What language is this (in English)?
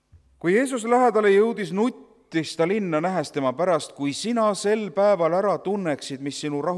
Estonian